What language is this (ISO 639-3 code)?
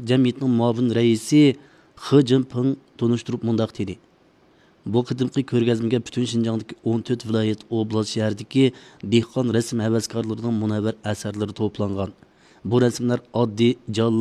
uig